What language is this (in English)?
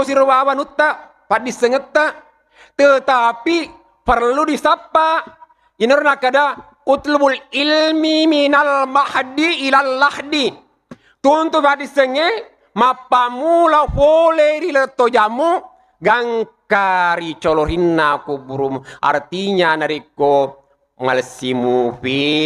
Buginese